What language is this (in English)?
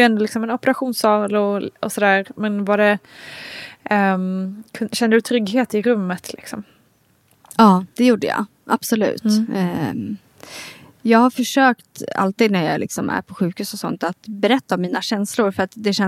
Swedish